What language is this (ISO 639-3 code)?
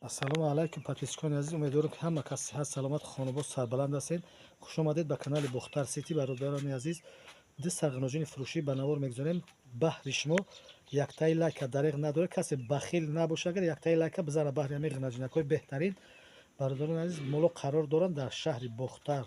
tgk